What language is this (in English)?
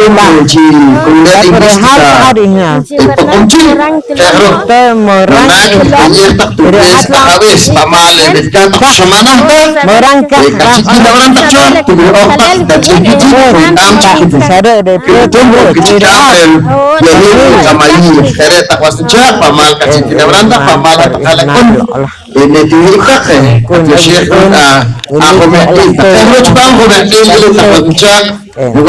Poqomchi'